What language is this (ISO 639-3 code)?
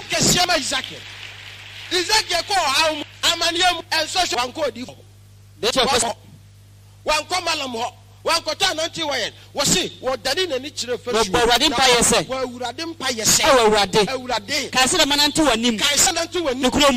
aka